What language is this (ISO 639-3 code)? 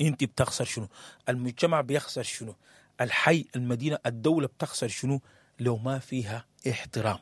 apd